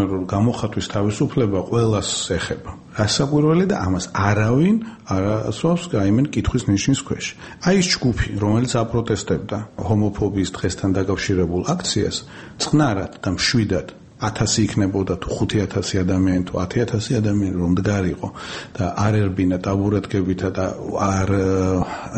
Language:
Georgian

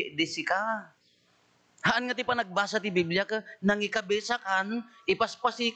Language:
Iloko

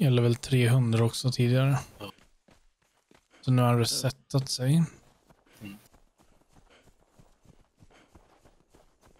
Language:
Swedish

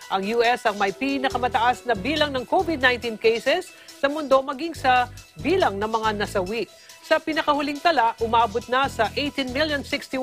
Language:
Filipino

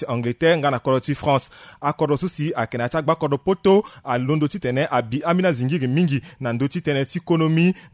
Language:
Sango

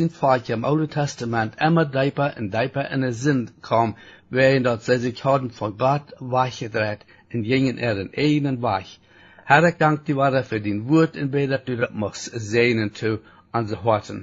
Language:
Plautdietsch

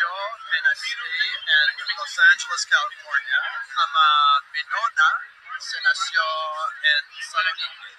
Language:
Ladino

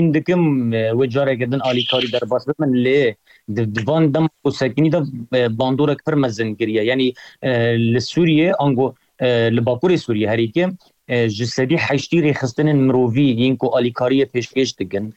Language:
Kurdish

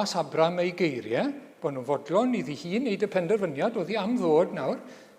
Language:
Welsh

